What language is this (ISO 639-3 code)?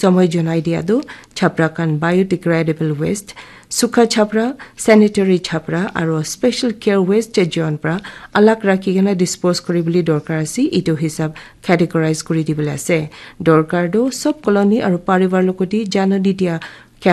nag